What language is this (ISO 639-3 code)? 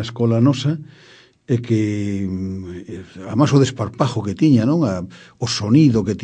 glg